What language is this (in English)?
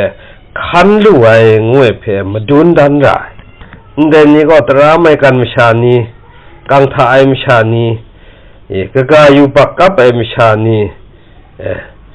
Kachin